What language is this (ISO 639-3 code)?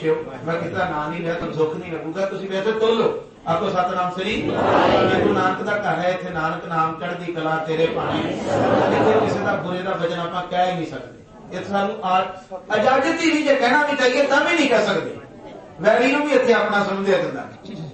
pan